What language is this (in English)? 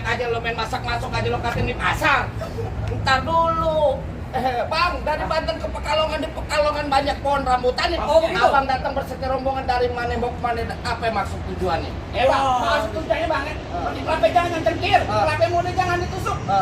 Betawi